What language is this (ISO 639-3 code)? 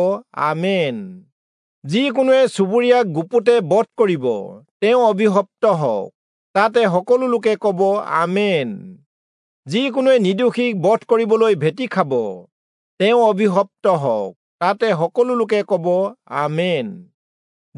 asm